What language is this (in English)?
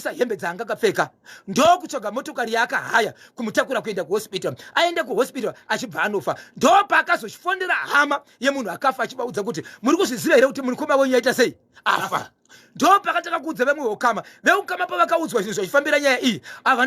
Shona